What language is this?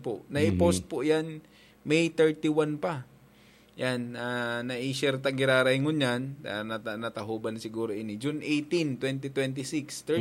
Bikol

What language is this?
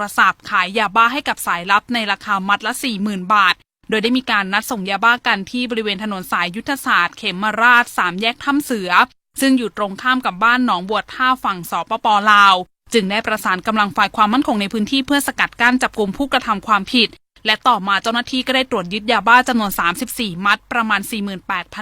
Lao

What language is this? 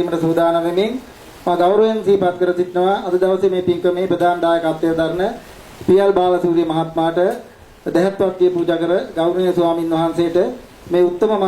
Sinhala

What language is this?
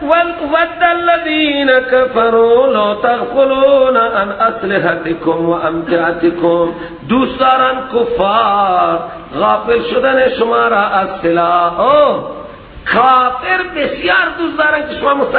Persian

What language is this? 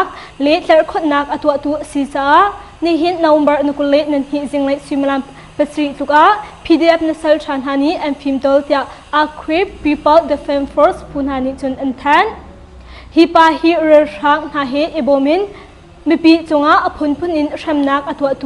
Hakha Chin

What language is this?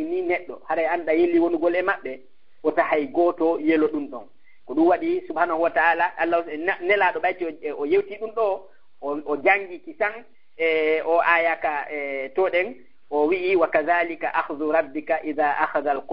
Fula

